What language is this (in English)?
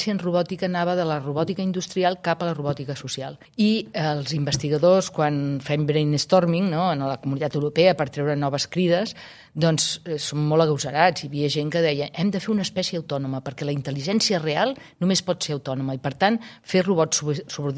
Catalan